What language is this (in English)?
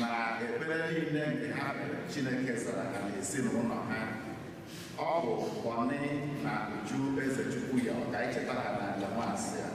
Igbo